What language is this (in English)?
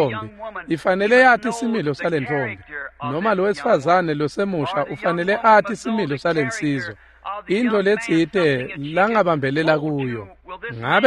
Swati